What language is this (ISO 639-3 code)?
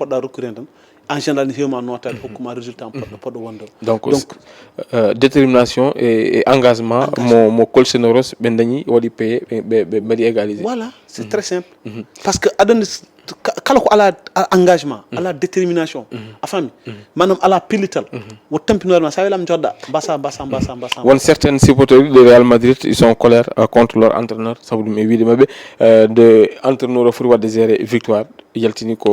ful